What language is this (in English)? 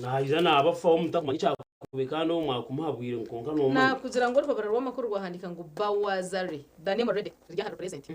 Nyankole